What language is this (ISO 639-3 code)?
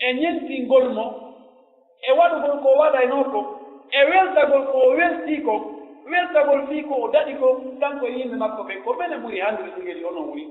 fuf